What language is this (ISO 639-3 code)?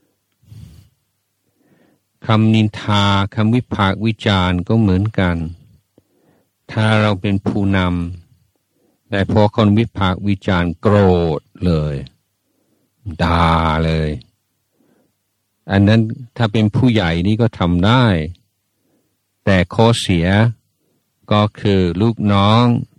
tha